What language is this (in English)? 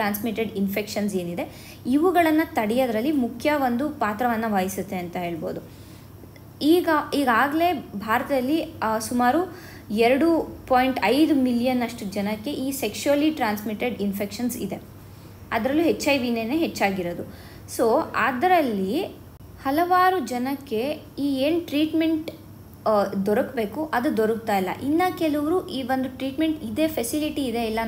Kannada